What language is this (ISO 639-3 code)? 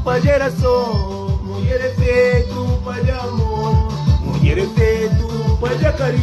kea